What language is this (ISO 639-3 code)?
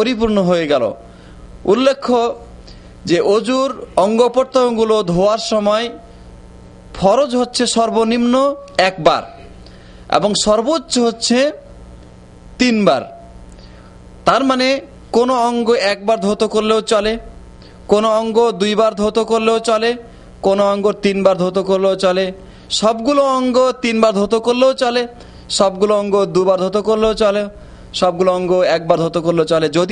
ben